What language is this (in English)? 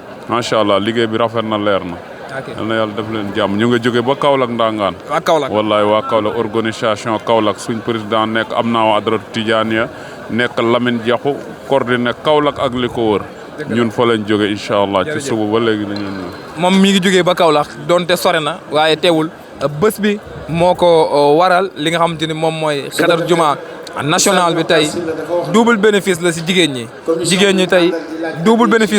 Wolof